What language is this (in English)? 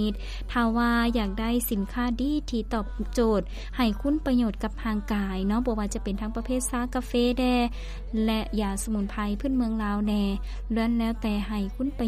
Lao